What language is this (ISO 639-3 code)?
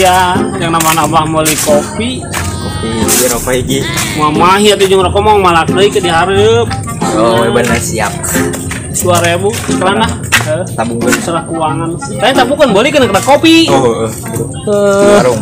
sun